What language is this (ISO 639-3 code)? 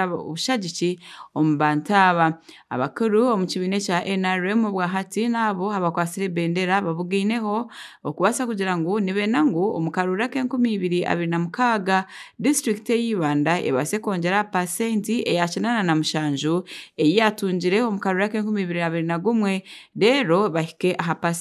nyn